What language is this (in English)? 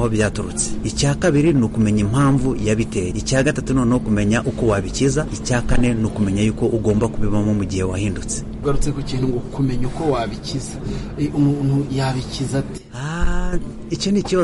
Kinyarwanda